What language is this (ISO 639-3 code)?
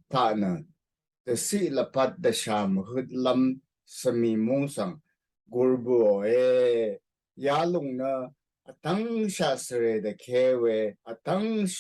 raw